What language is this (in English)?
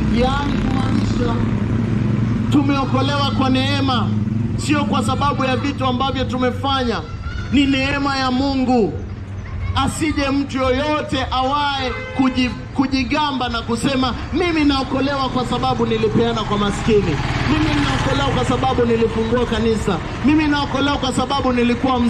Swahili